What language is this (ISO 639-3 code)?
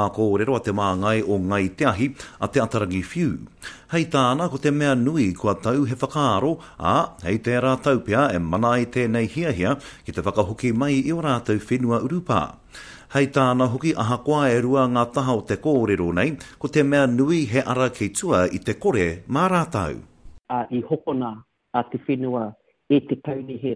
mri